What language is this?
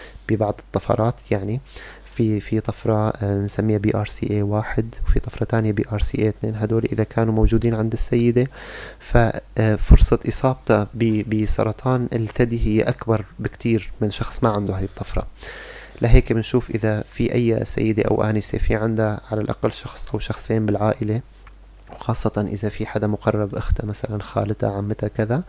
North Levantine Arabic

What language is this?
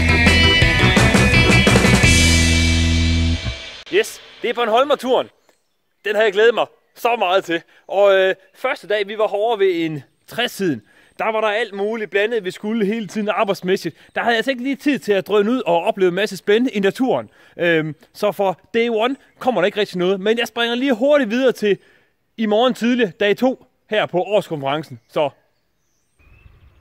Danish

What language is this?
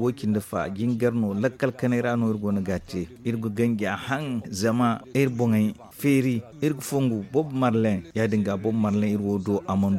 Zarma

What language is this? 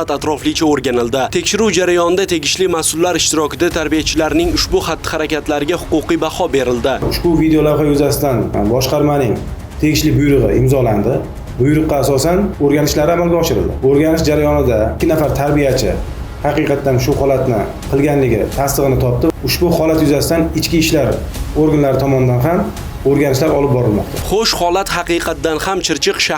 Uzbek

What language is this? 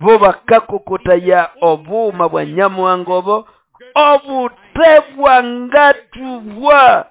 Nande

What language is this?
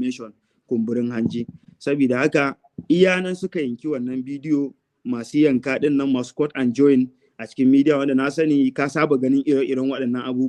Hausa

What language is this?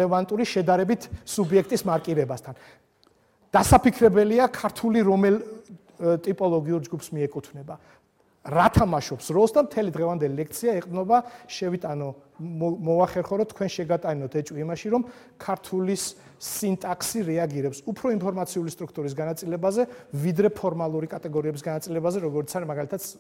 Georgian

